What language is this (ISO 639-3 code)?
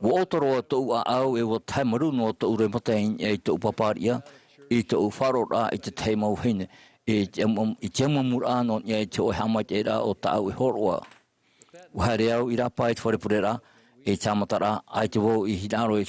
tah